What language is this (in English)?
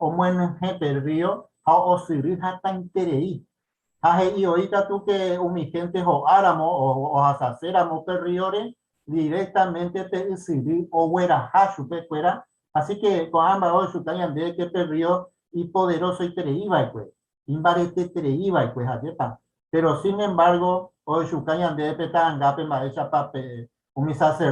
Guarani